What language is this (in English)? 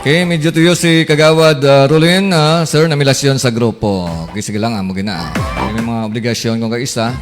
Hiligaynon